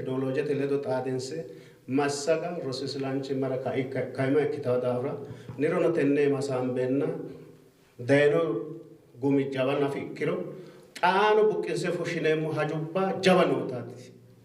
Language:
Sidamo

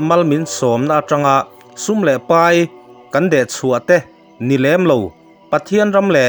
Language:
Mizo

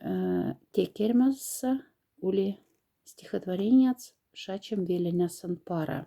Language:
Moksha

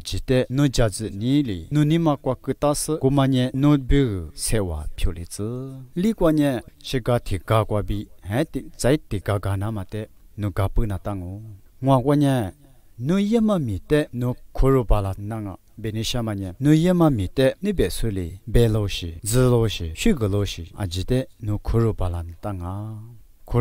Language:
Lisu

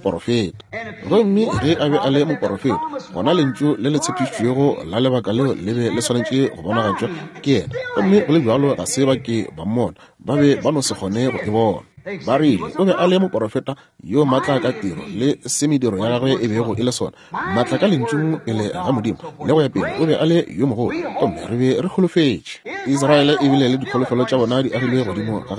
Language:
Northern Sotho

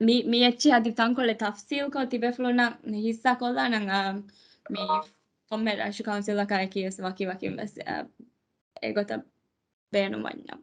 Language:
Divehi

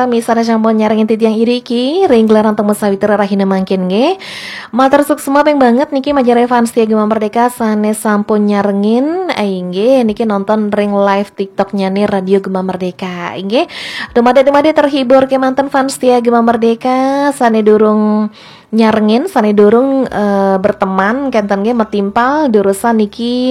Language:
Balinese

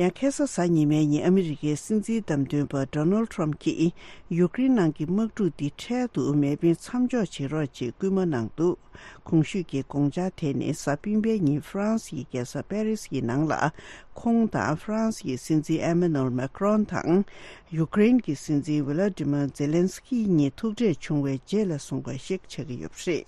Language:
Tibetan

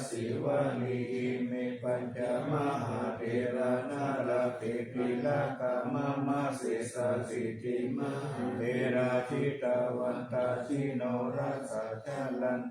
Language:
Pali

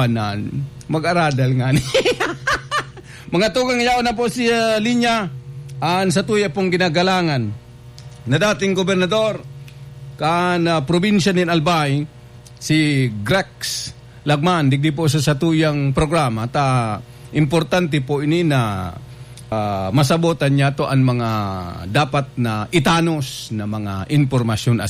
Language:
Bikol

